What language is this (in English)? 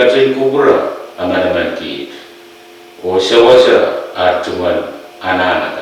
Pohnpeian